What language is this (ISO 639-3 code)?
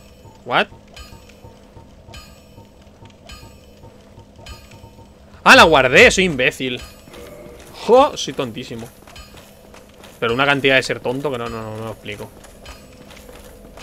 spa